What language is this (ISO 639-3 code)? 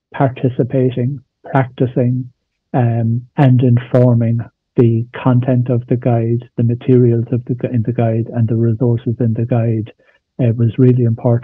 eng